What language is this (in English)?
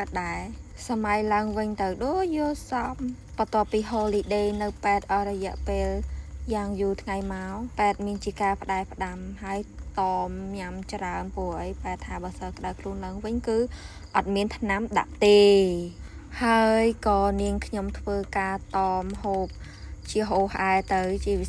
Khmer